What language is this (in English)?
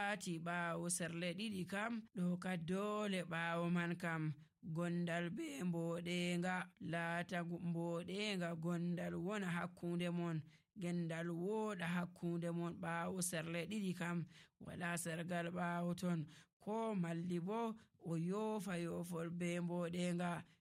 Nigerian Fulfulde